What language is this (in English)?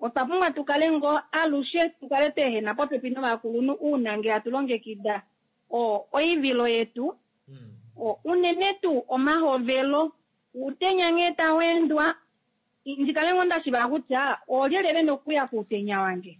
Kuanyama